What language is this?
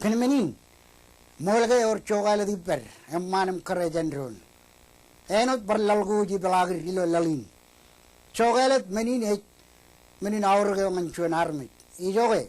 Marshallese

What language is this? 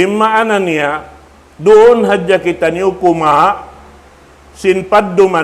Tausug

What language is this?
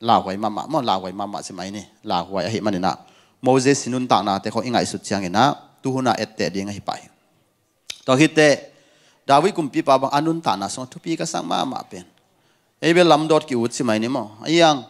Tedim Chin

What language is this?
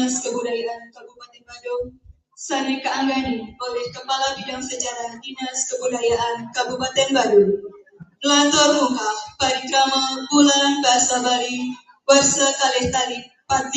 Balinese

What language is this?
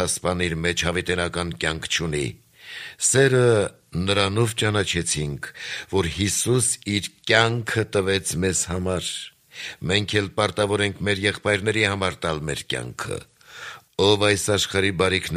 Armenian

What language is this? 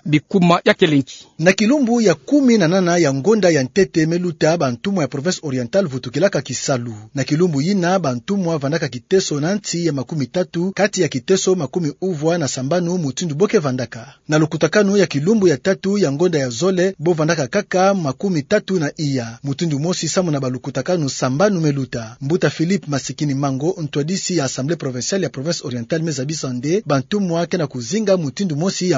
Kituba (Democratic Republic of Congo)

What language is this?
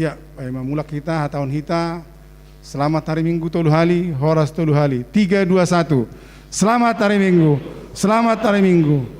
Batak Simalungun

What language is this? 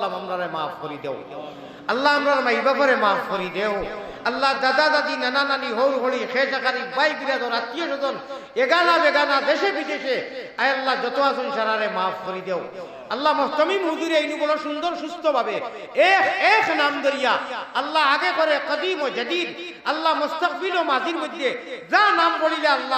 Sylheti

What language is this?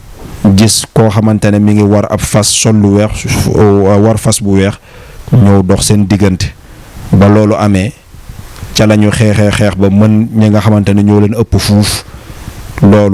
Wolof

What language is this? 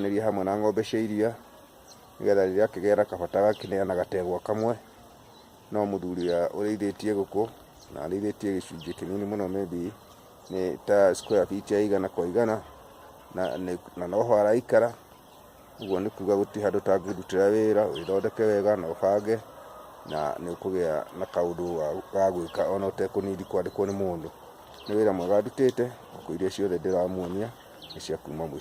Kikuyu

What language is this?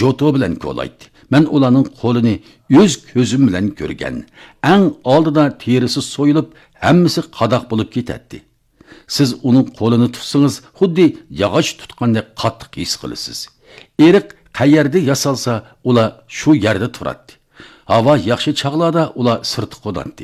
Uyghur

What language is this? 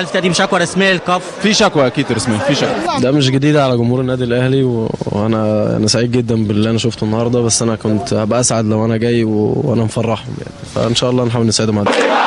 Egyptian Arabic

